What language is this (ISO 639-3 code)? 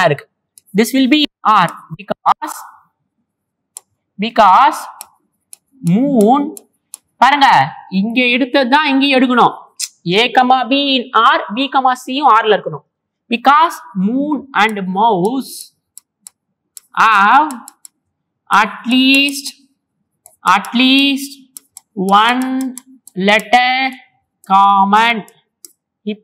tam